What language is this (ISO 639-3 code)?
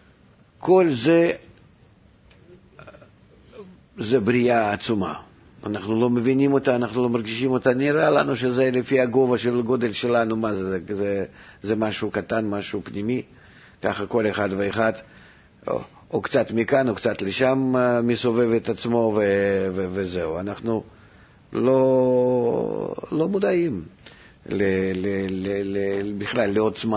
heb